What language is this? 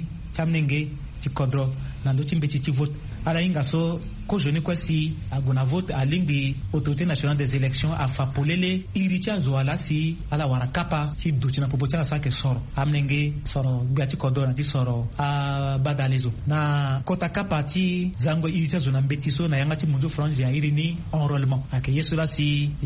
Sango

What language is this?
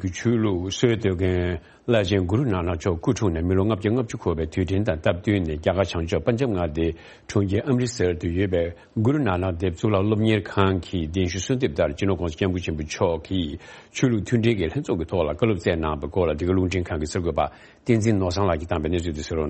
Tibetan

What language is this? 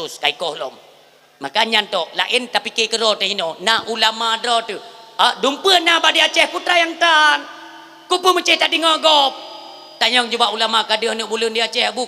Achinese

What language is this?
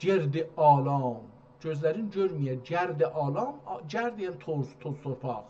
South Azerbaijani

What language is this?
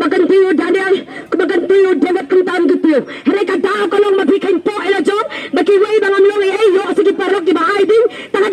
Khasi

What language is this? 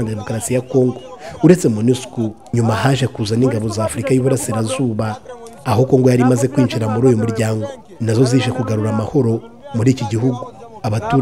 Kinyarwanda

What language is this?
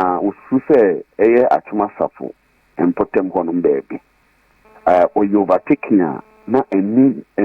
Akan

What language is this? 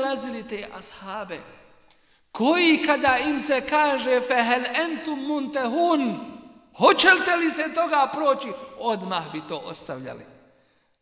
Bosnian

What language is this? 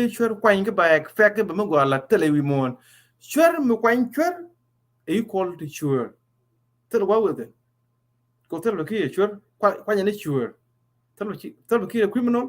Nuer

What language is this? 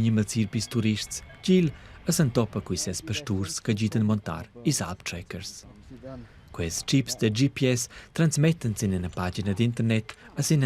Romansh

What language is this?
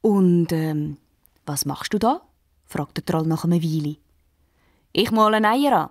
Swiss German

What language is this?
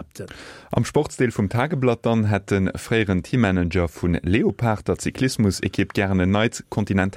Luxembourgish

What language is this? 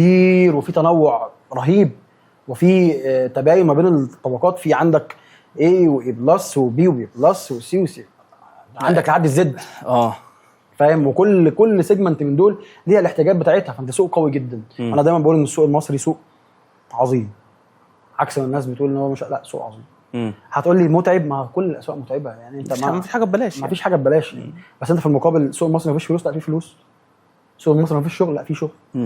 Egyptian Arabic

